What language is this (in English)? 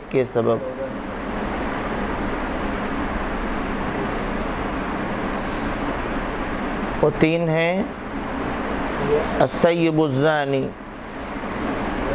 Urdu